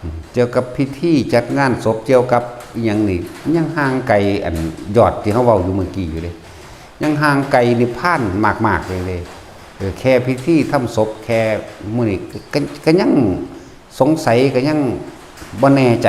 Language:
Northeastern Thai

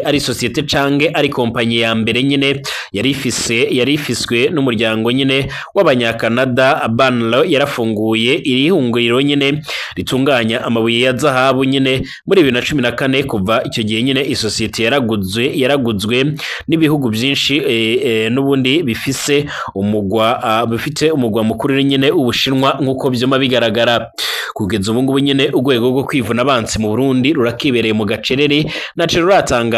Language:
Rundi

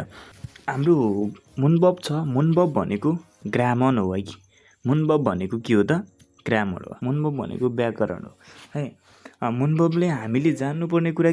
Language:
Nepali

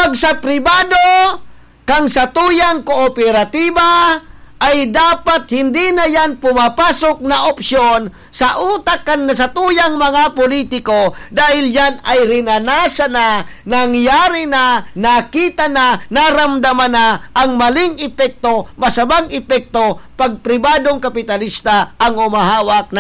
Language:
Bikol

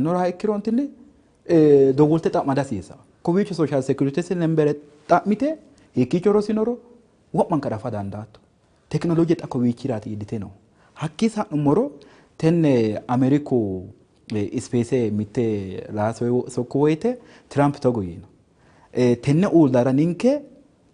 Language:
Sidamo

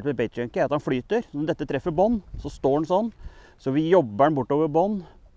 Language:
Norwegian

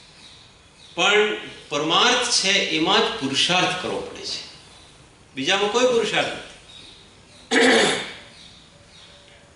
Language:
Gujarati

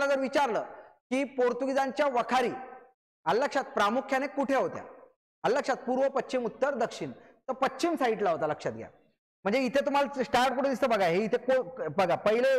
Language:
Marathi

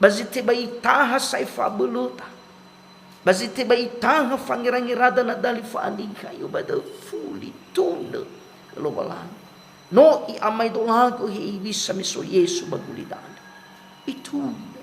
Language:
Nias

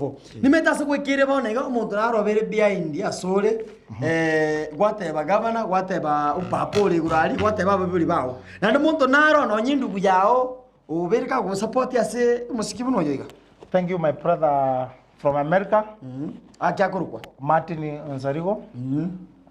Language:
Gusii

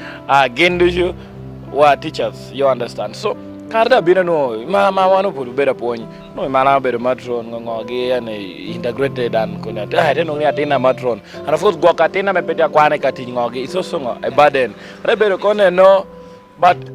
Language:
Lango (Uganda)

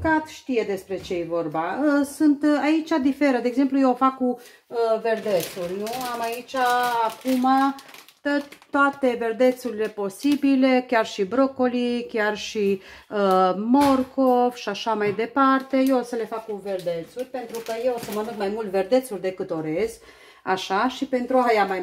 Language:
Romanian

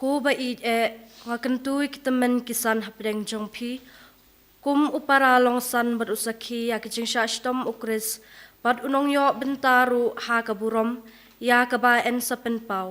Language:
Khasi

